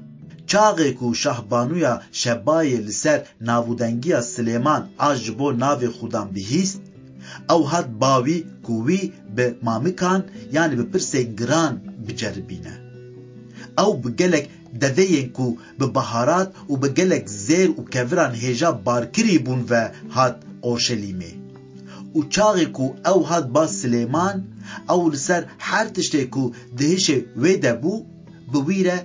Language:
Kurdish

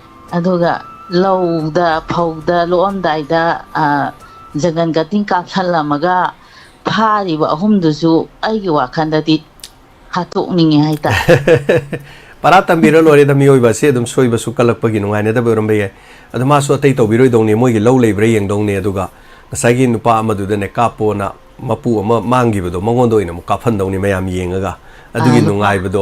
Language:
Manipuri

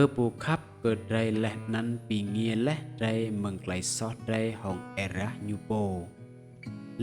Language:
Rade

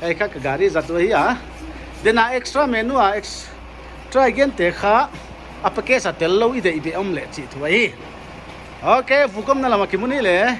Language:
Paite Chin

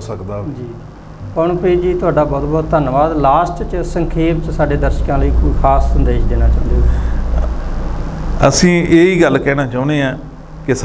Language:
Punjabi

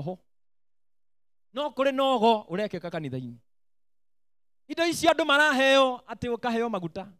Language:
Kikuyu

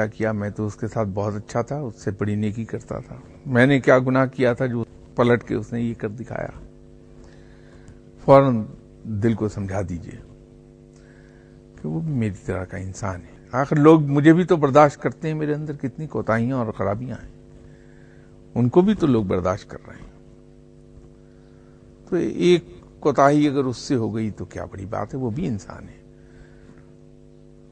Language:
Urdu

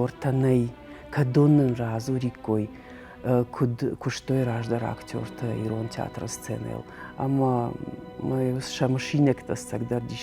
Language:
Ossetic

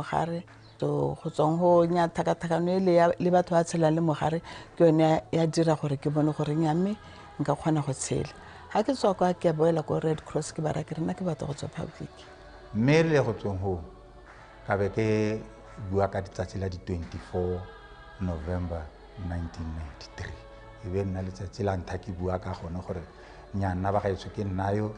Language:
Tswana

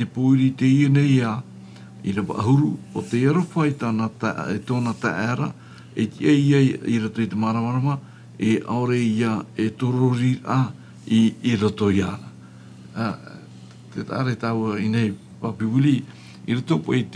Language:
Tahitian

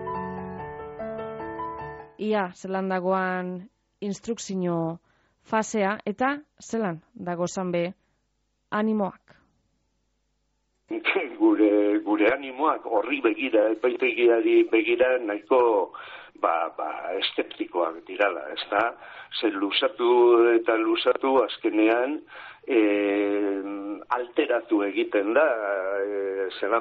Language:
Basque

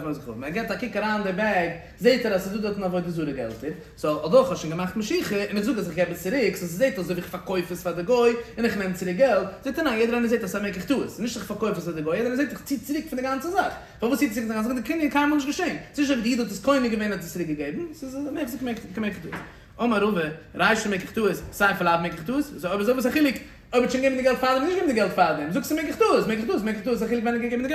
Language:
Yiddish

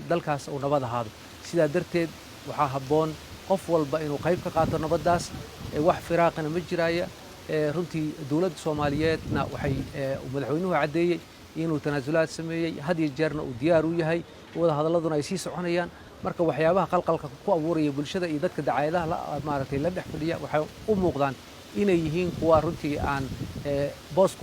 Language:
Somali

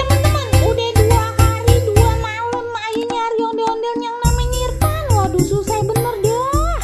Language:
Betawi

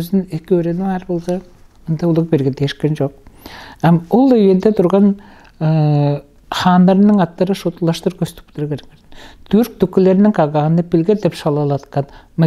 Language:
Tuvinian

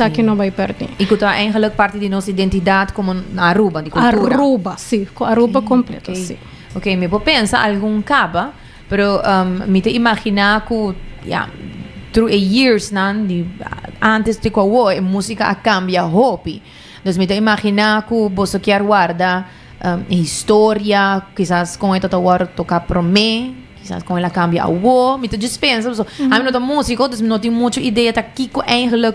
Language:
Papiamento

